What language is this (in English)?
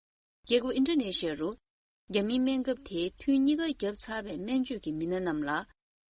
Tibetan